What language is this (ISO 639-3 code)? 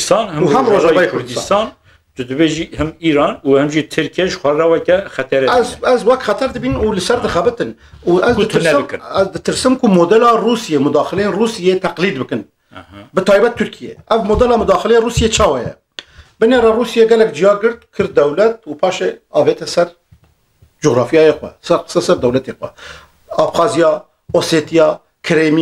kur